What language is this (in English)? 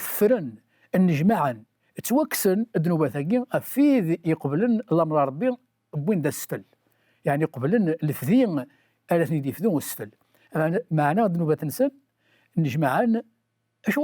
Kabyle